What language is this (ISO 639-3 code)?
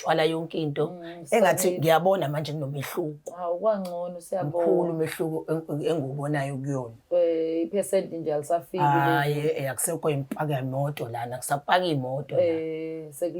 zul